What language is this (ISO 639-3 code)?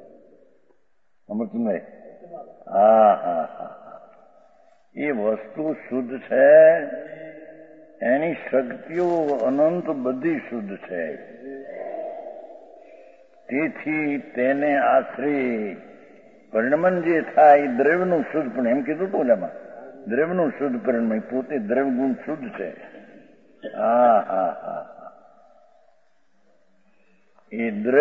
guj